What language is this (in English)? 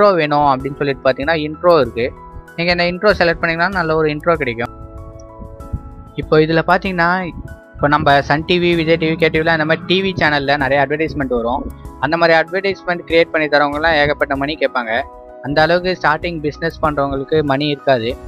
Tamil